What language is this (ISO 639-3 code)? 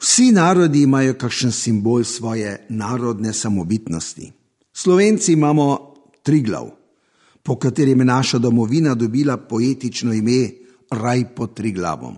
slv